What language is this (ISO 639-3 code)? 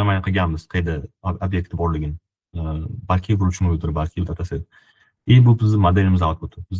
uzb